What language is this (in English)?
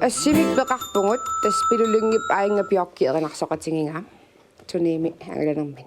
Kalaallisut